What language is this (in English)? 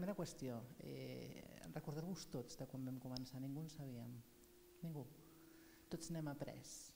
Catalan